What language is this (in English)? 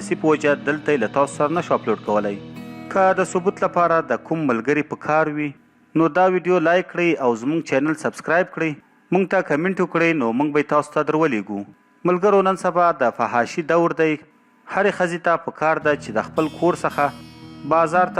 Pashto